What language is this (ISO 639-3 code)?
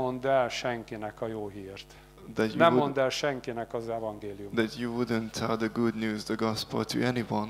hun